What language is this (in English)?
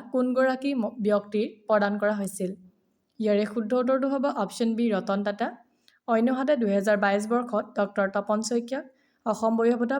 Assamese